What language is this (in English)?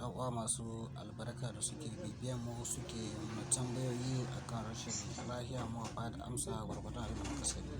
Hausa